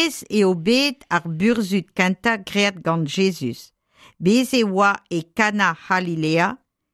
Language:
Breton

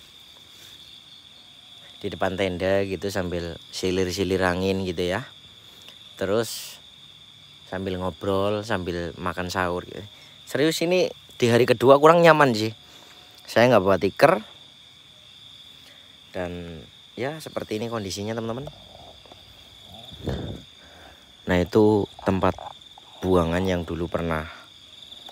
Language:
Indonesian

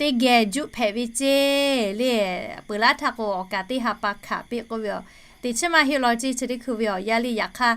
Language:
Lahu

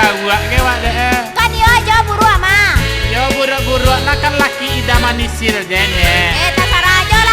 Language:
Minangkabau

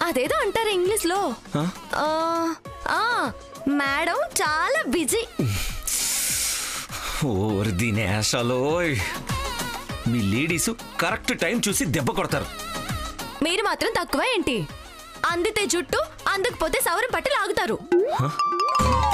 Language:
Telugu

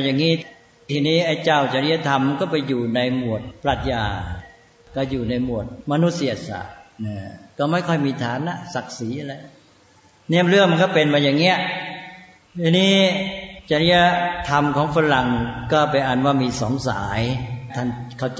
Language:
Thai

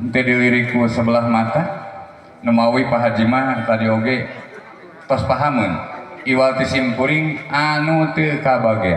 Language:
Sundanese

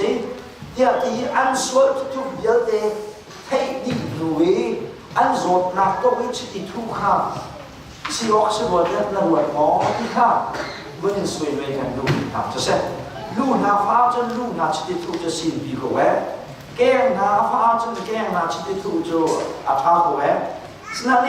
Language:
Hakha Chin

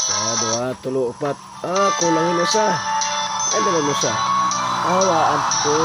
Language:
Waray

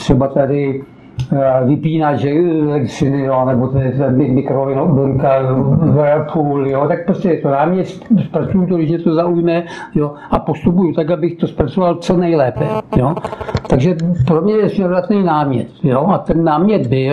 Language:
Czech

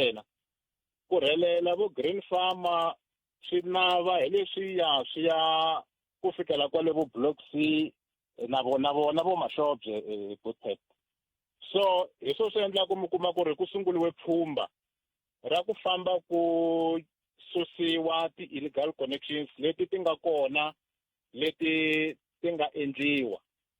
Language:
Tsonga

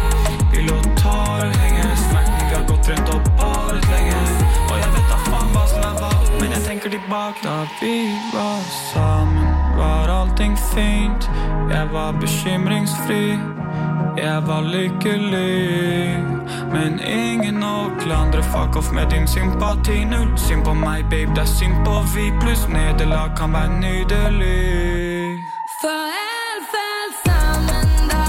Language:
Norwegian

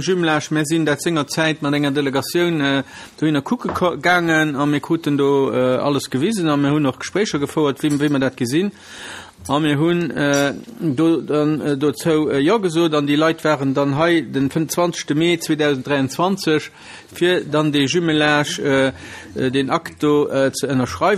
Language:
Luxembourgish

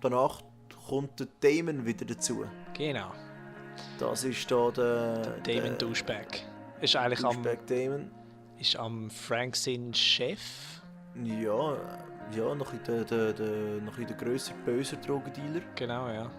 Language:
Swiss German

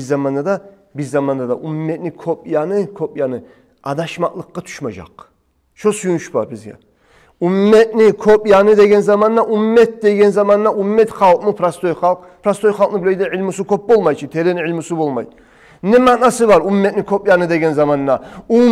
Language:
Kumyk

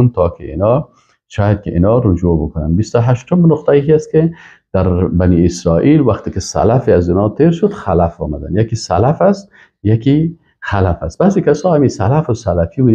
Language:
Persian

